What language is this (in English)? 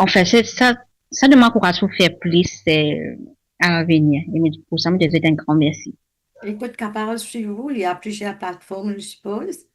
Morisyen